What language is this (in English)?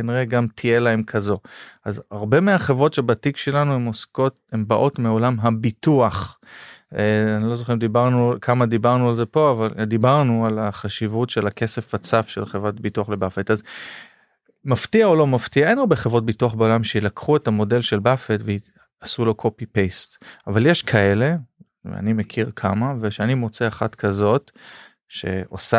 Hebrew